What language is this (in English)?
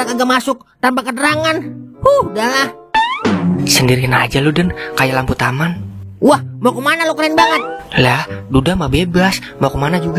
Betawi